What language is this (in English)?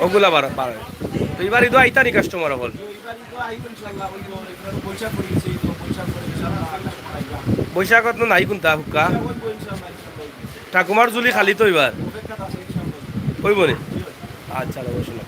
Sylheti